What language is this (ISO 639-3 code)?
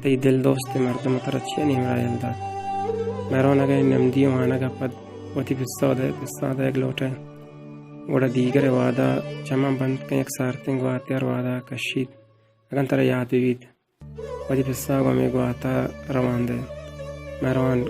bal